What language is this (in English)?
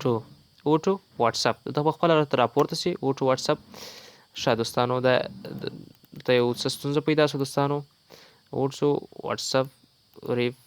Pashto